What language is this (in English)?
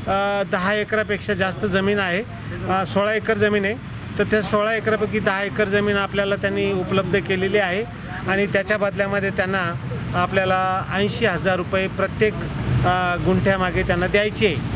Marathi